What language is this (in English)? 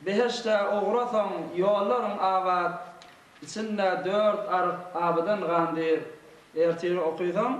Turkmen